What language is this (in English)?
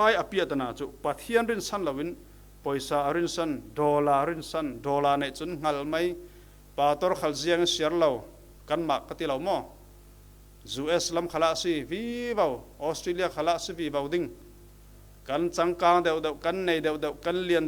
Falam Chin